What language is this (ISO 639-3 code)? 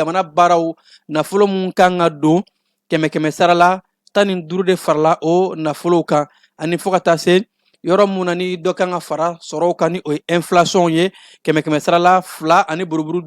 bam